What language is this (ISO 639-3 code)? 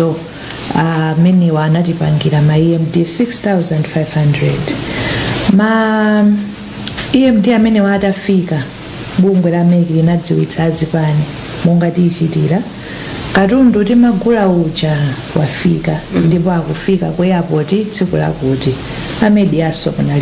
nya